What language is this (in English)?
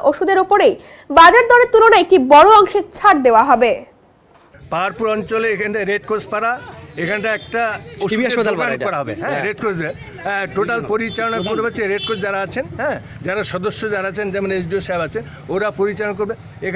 Bangla